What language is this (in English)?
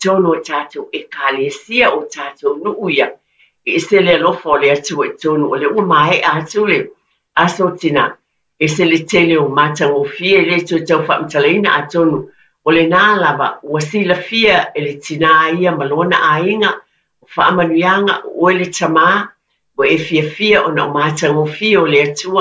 Samoan